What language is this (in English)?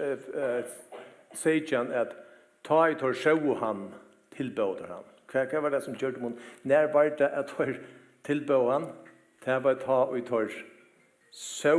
Faroese